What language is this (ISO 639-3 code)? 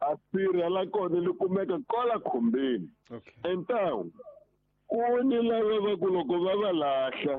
tso